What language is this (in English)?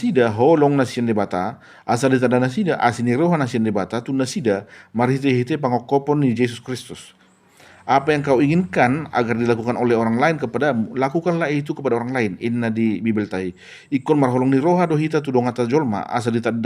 Batak Toba